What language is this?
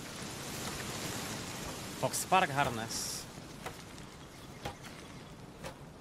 Czech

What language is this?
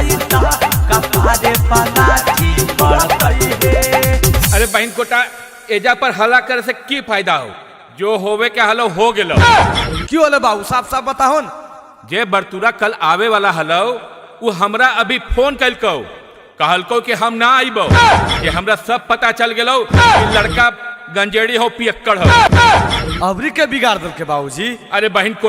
Magahi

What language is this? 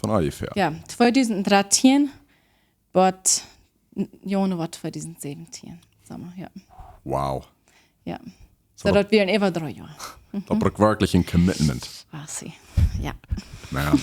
Plautdietsch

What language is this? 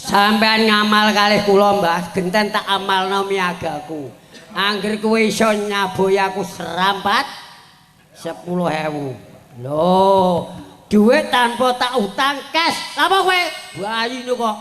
Javanese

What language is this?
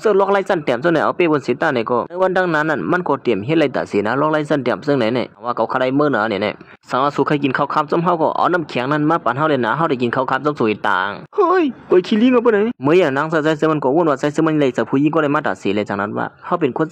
Shan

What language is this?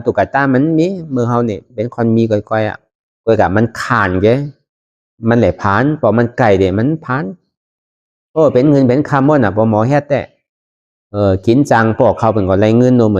Shan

